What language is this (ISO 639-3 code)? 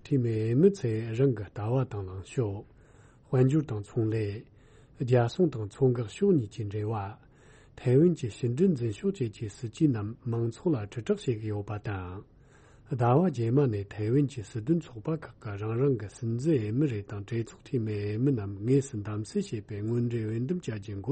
bod